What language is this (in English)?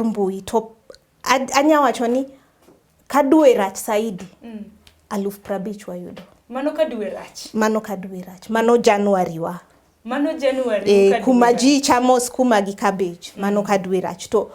Luo (Kenya and Tanzania)